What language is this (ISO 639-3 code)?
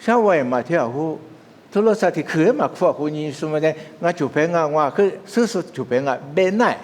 lis